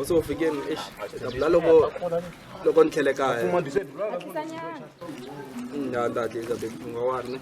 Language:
Tsonga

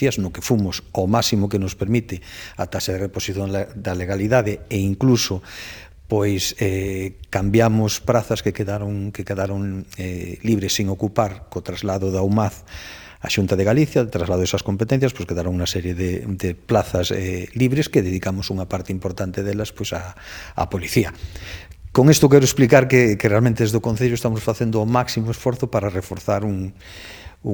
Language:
Galician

